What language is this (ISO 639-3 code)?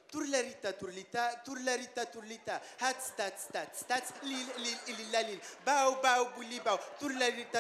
bak